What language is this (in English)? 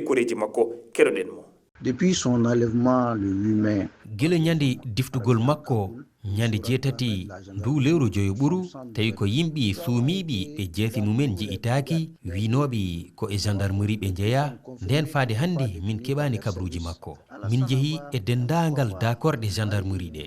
Fula